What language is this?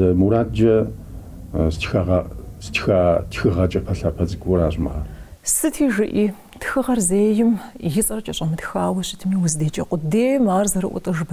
Kabardian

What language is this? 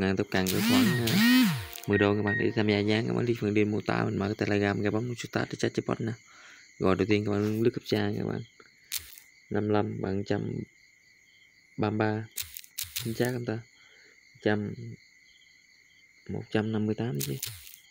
Vietnamese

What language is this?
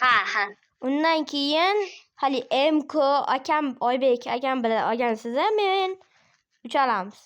Uzbek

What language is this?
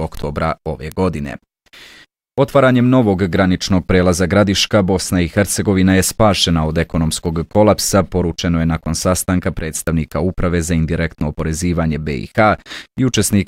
Bosnian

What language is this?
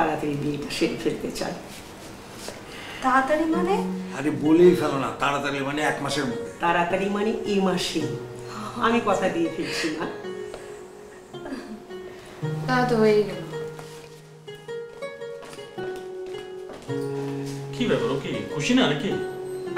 Bangla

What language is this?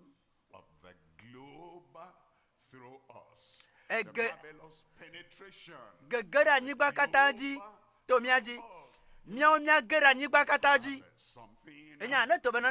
Ewe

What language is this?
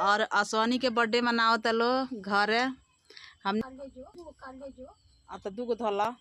Bhojpuri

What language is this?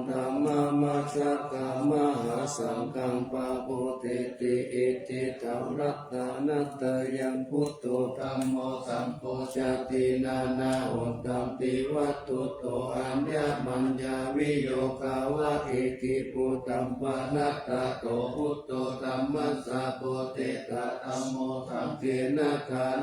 Pali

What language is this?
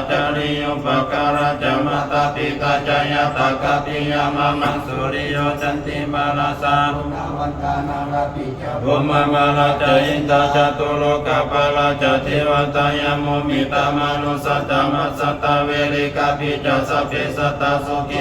Pali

